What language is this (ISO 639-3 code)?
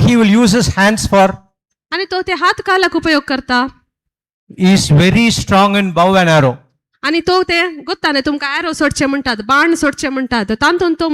kok